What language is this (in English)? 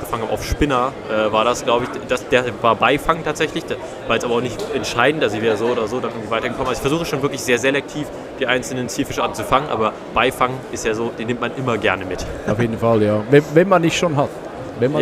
Swiss German